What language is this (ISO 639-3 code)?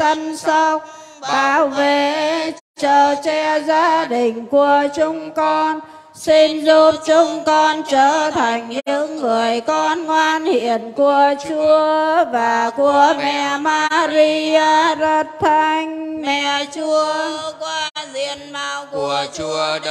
vie